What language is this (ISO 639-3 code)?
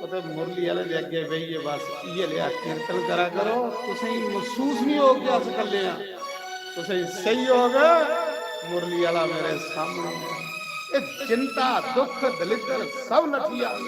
doi